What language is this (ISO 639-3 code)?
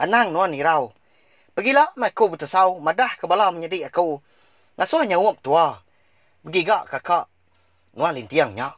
iba